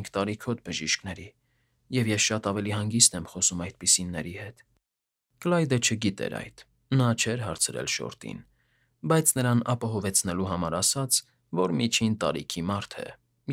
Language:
Armenian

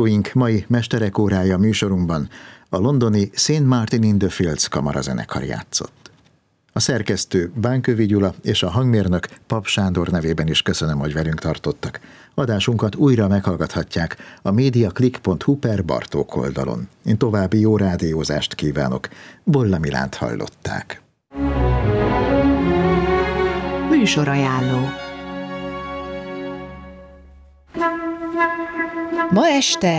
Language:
Hungarian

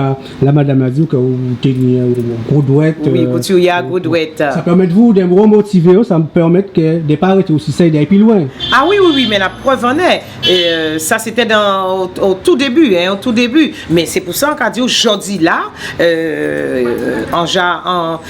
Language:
Guadeloupean Creole French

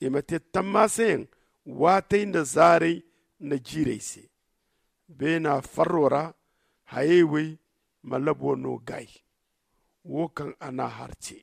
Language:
Zarma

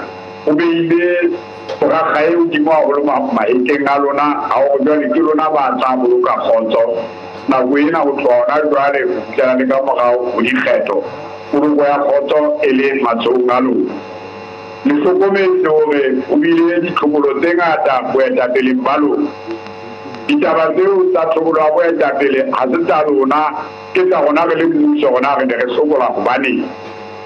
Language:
Southern Sotho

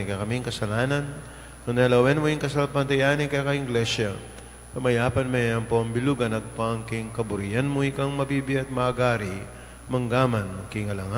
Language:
Pampanga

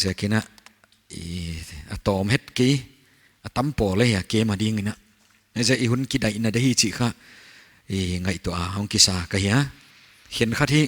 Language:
Paite Chin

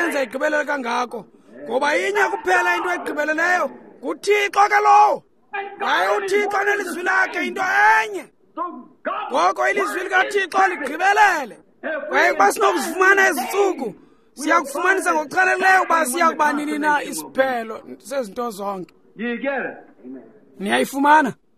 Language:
Xhosa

